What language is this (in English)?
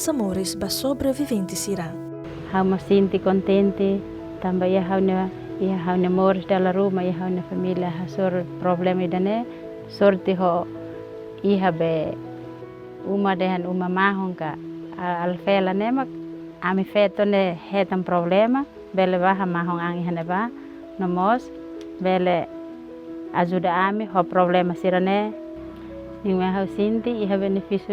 Tetum